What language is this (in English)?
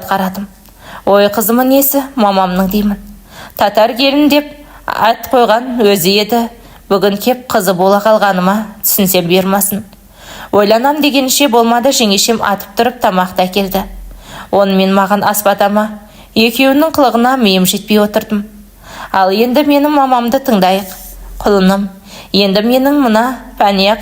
Kazakh